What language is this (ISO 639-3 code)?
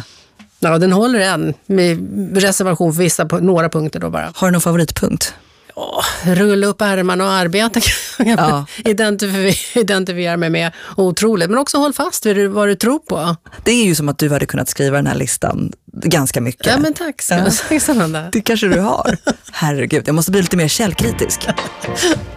swe